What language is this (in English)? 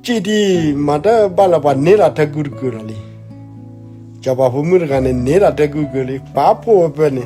S'gaw Karen